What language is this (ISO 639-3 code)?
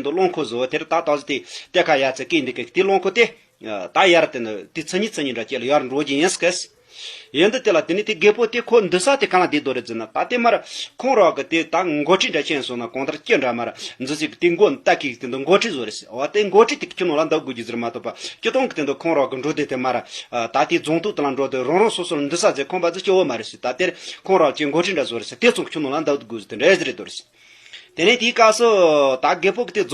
bod